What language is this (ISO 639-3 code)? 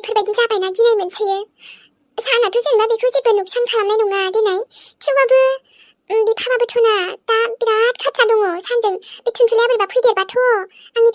brx